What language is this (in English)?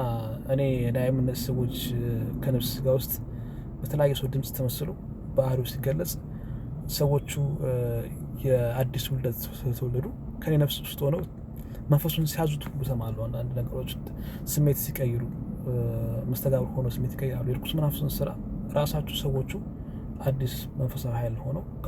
Amharic